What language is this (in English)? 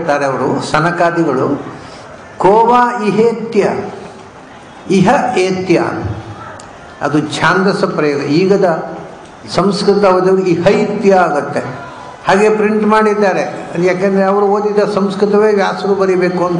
Kannada